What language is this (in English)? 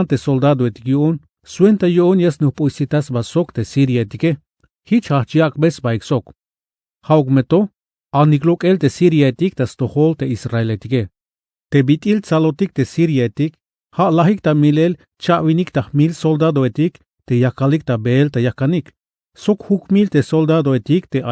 Tzeltal